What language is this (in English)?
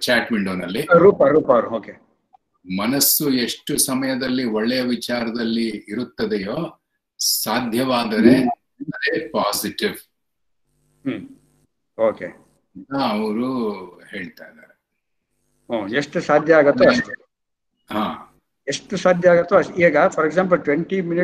Kannada